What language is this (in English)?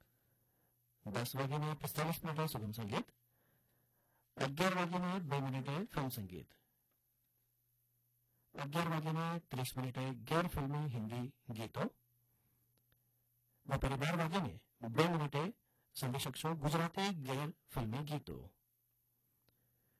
Gujarati